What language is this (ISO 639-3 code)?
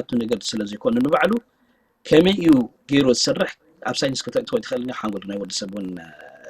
tir